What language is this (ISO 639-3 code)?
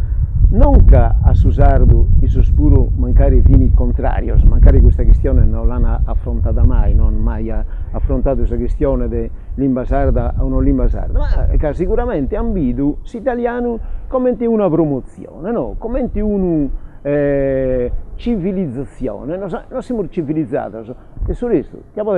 srd